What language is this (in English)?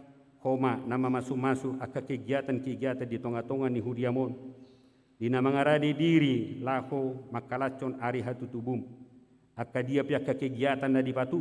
Batak Toba